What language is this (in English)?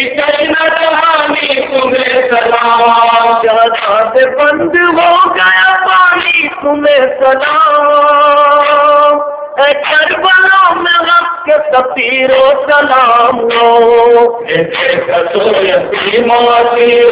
Urdu